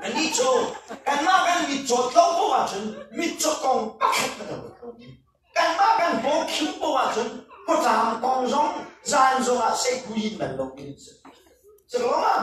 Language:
Hakha Chin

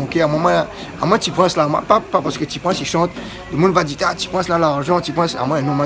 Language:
Réunion Creole French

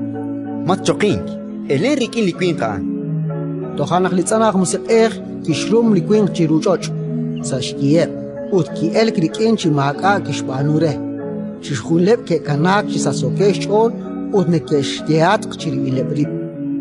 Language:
Kekchí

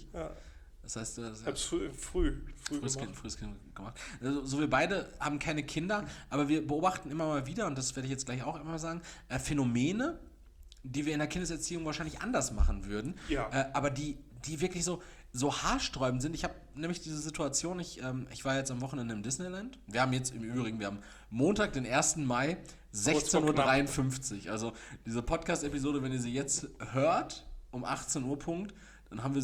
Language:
German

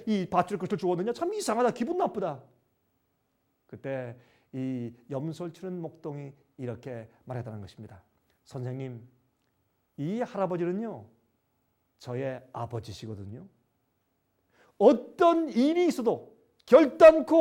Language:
Korean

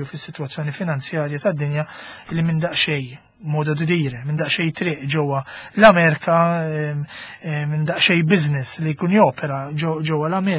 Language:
Maltese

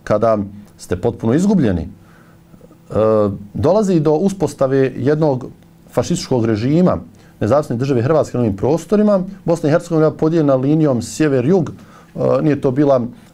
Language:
Bosnian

